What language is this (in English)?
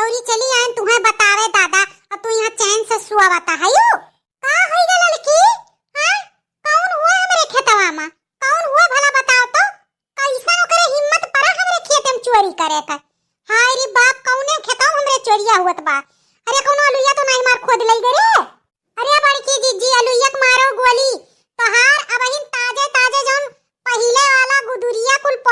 Awadhi